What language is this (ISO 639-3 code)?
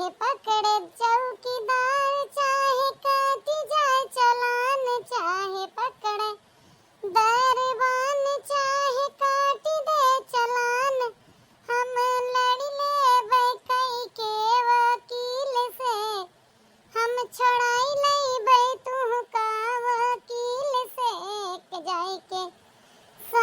awa